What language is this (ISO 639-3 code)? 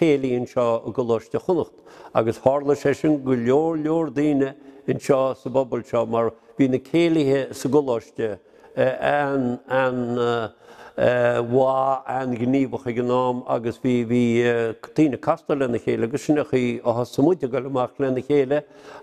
gle